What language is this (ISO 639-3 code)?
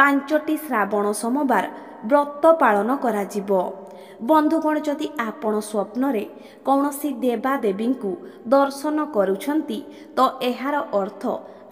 ori